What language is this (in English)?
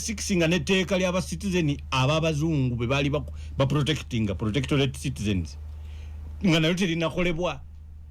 Ganda